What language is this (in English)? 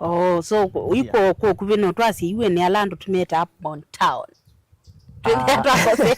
Kamba